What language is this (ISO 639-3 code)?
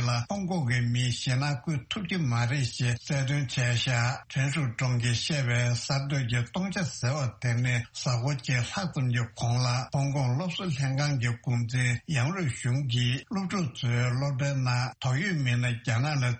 bod